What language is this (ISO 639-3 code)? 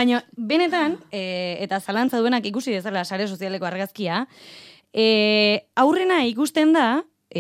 eus